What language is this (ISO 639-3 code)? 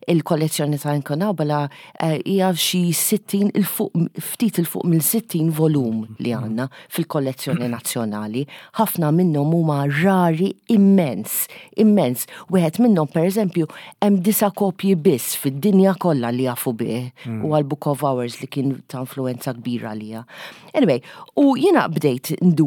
mlt